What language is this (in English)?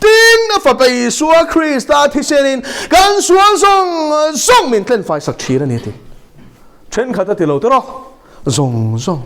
Mizo